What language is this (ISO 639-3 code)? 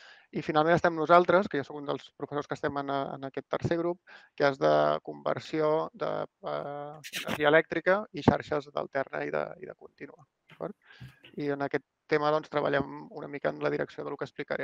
cat